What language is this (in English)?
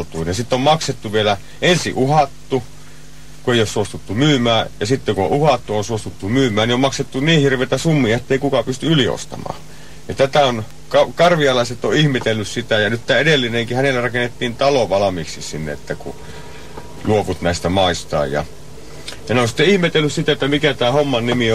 Finnish